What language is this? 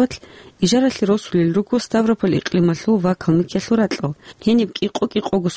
Avaric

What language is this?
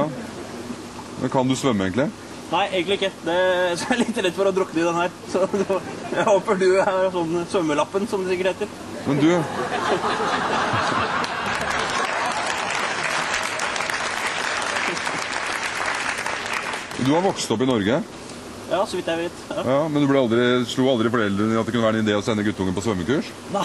Norwegian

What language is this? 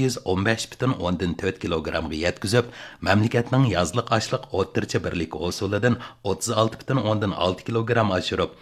Uyghur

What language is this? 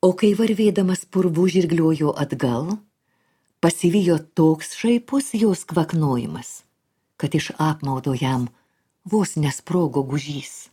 Lithuanian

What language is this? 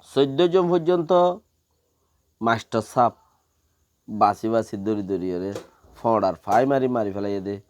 Rohingya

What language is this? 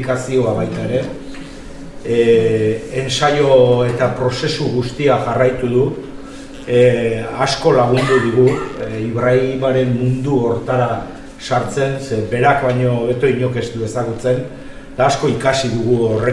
Basque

